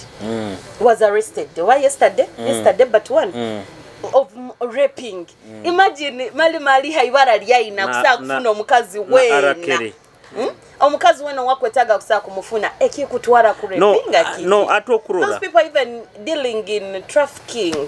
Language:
Nyoro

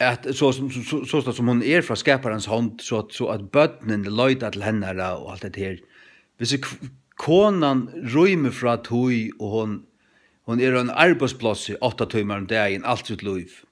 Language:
Faroese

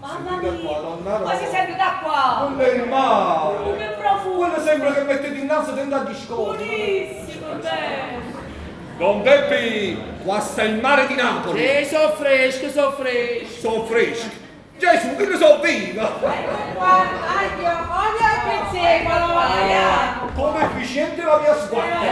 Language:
Neapolitan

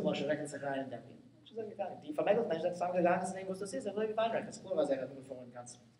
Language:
Yiddish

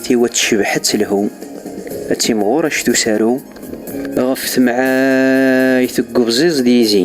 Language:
Kabyle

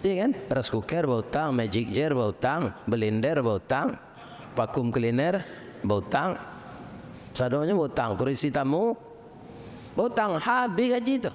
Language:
Minangkabau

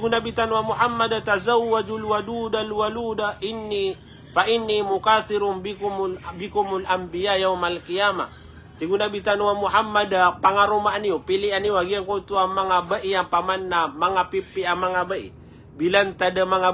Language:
Maranao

